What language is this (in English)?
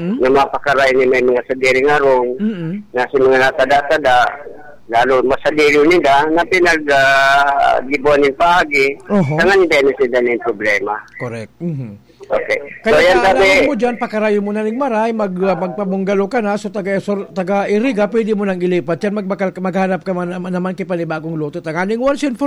Bikol